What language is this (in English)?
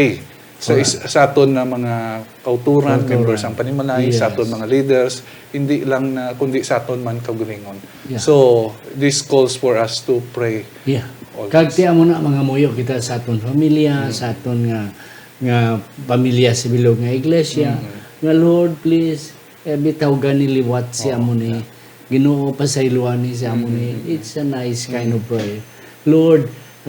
Hiligaynon